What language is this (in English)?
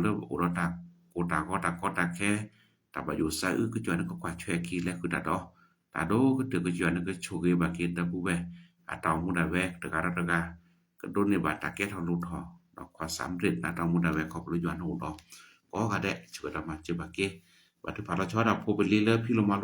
S'gaw Karen